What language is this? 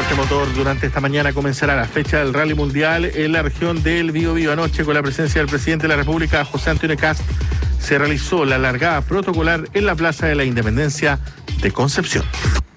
Spanish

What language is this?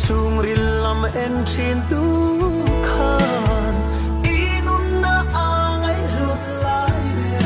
Falam Chin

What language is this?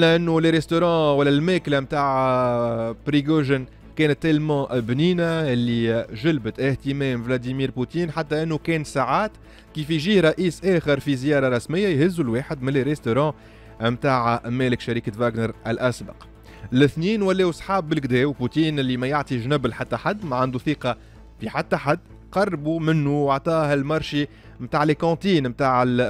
Tunisian Arabic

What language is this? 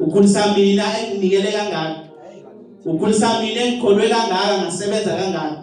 Zulu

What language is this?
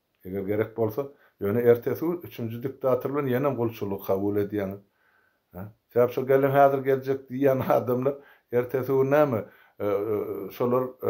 Turkmen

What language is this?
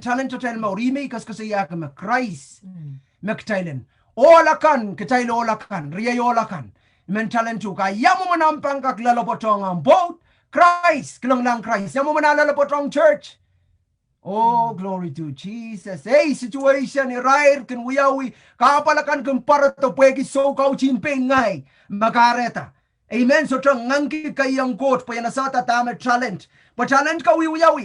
Pohnpeian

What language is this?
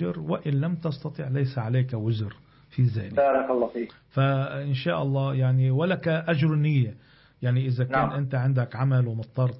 Arabic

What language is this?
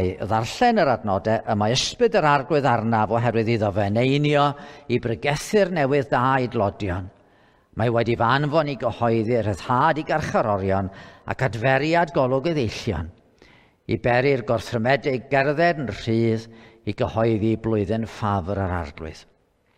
Welsh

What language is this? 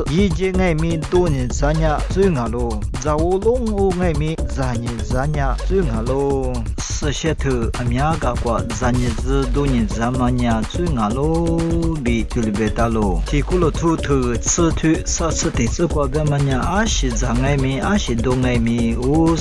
Lisu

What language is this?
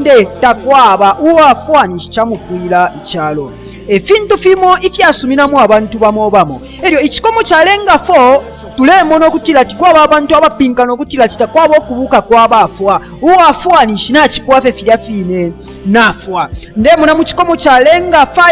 Bemba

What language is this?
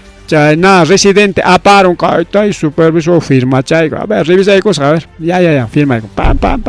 Ayacucho Quechua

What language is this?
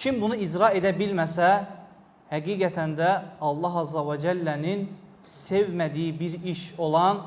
Azerbaijani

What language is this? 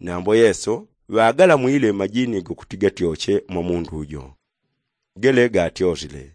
Yao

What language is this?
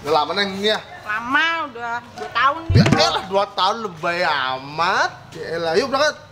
Betawi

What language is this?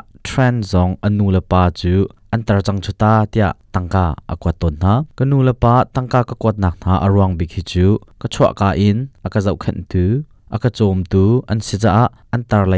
Hakha Chin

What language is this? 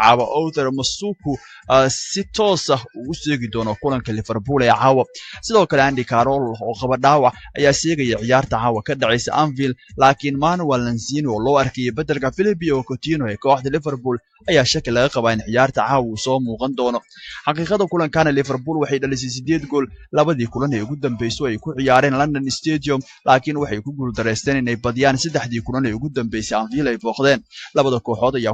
Somali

